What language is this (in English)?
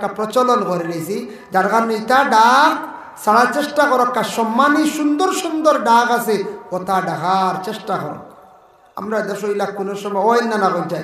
Sylheti